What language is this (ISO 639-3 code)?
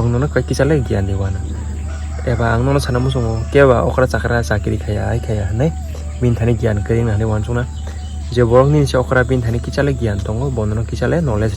trp